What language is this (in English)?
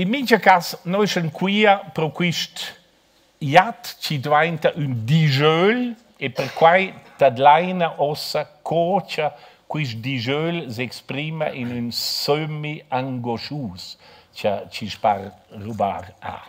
Romansh